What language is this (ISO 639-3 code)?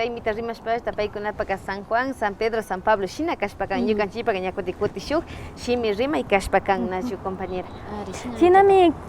qvi